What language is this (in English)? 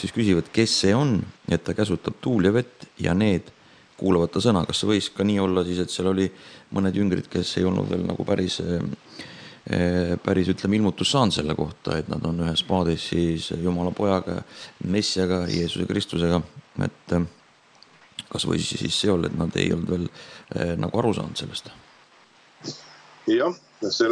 Estonian